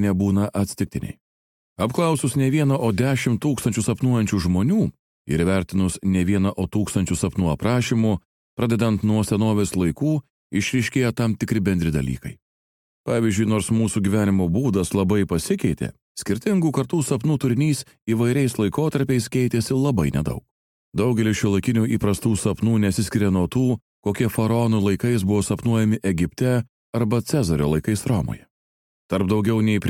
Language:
Lithuanian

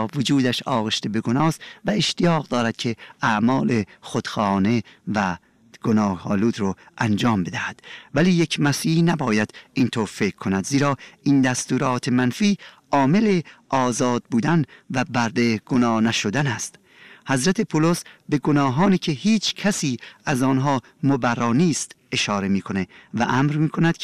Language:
Persian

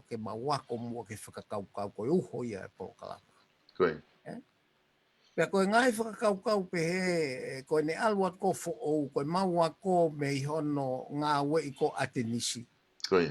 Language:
Tongan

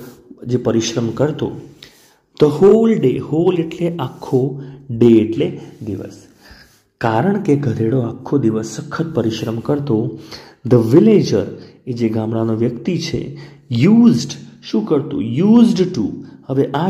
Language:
Gujarati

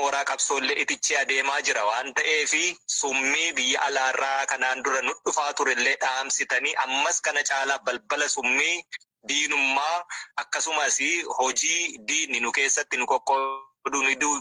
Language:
Oromo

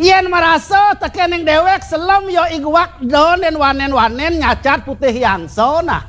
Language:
Balinese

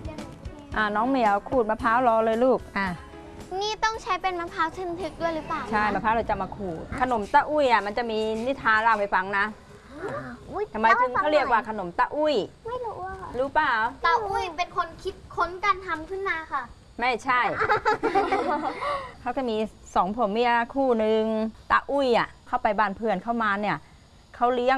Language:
Thai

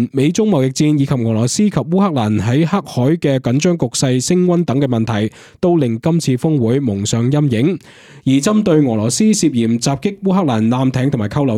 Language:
Cantonese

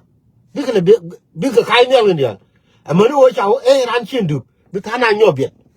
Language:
Nuer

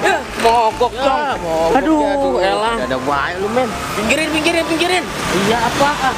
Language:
Betawi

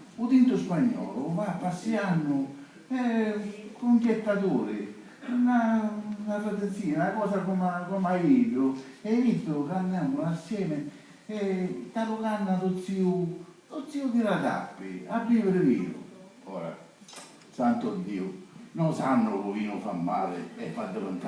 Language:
Sicilian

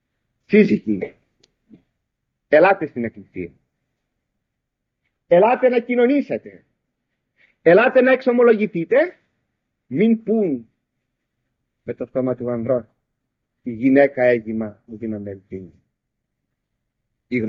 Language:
Greek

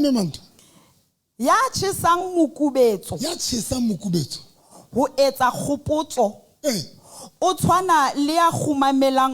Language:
Southern Sotho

